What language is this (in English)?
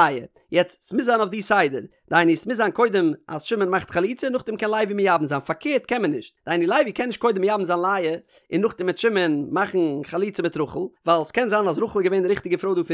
Yiddish